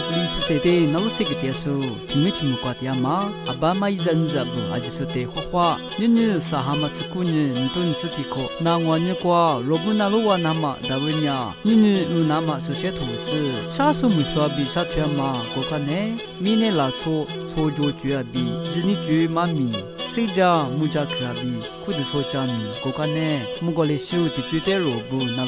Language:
Lisu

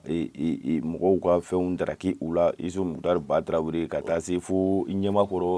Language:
Bambara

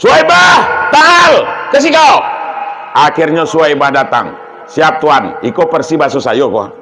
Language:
Minangkabau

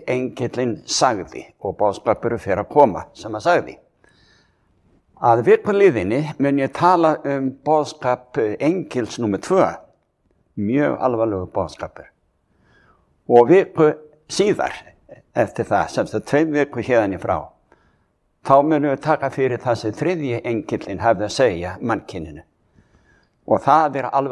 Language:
Icelandic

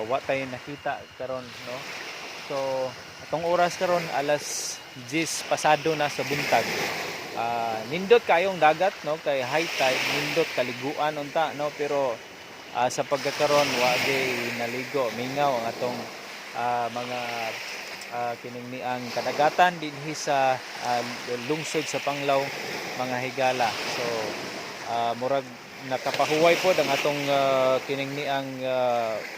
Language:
Cebuano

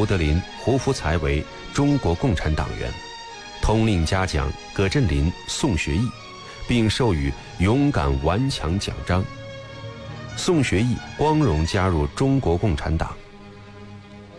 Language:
Chinese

